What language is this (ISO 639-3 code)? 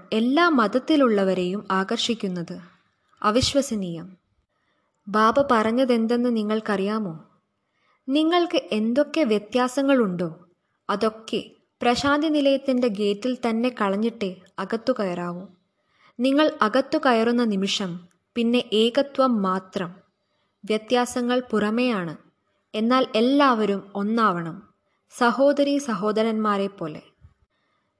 mal